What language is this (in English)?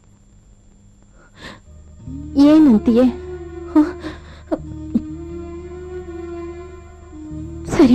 Kannada